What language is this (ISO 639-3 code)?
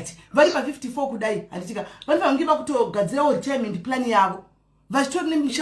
sna